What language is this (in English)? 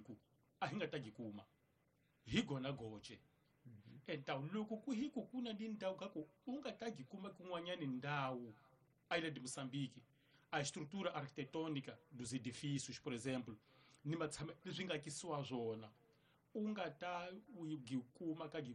Tsonga